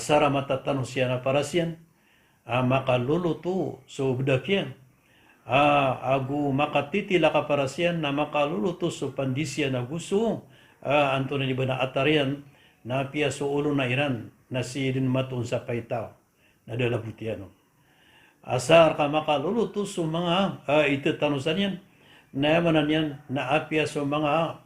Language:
Maranao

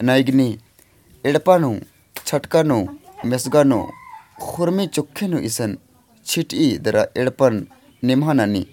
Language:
Kurukh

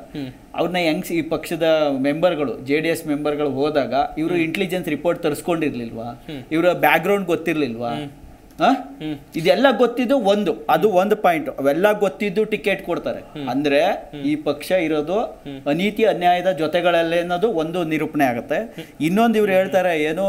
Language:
Kannada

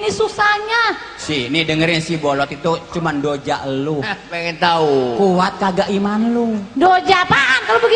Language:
Betawi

